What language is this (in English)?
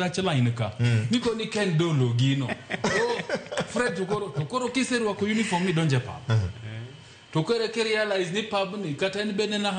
Luo (Kenya and Tanzania)